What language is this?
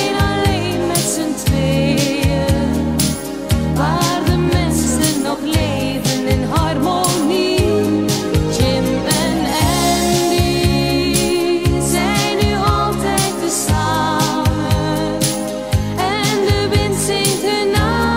Dutch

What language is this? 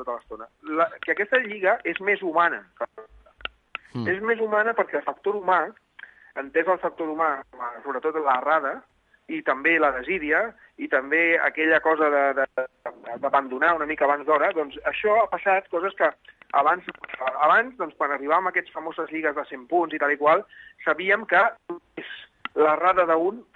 Catalan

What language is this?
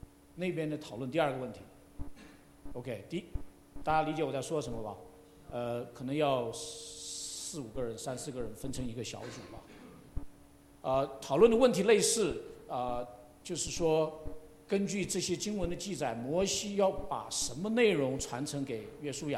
Chinese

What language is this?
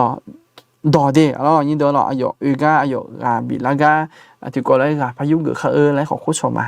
Akha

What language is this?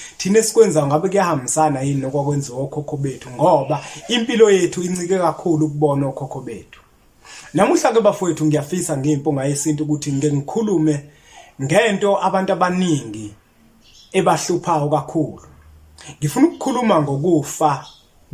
Zulu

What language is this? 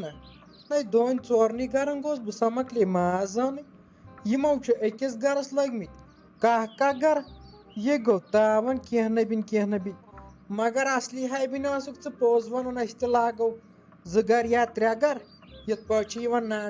Kashmiri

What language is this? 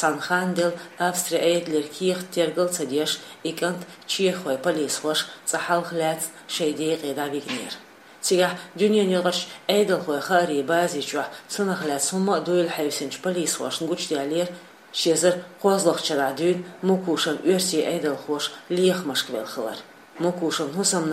Chechen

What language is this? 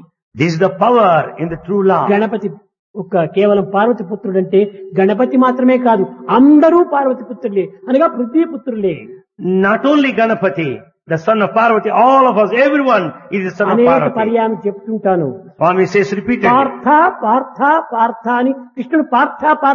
Telugu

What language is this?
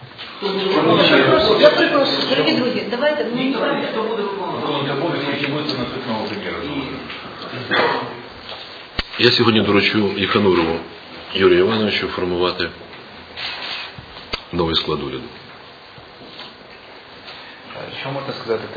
Ukrainian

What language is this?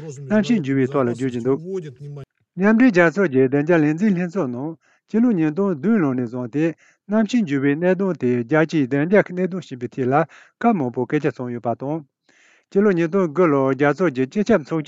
Tibetan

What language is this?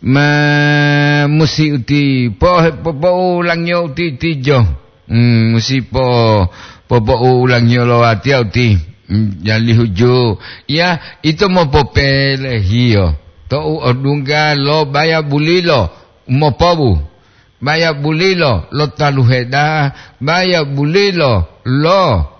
Gorontalo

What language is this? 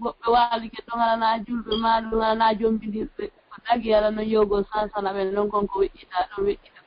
Fula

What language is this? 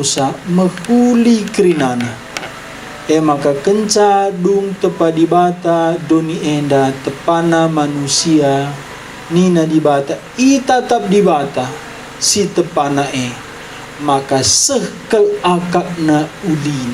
Batak Karo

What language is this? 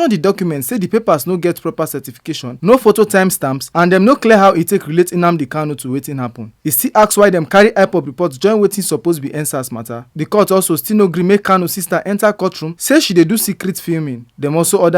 Nigerian Pidgin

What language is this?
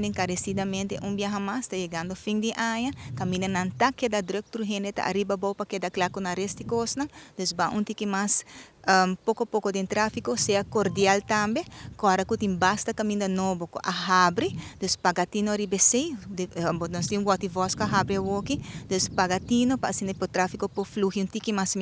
Papiamento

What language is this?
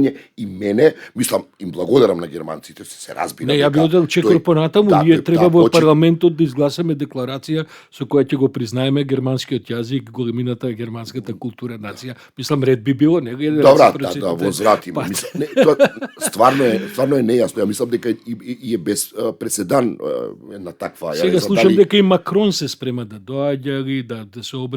Macedonian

